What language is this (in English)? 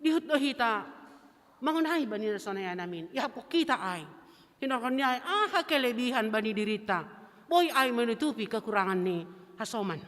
Batak Simalungun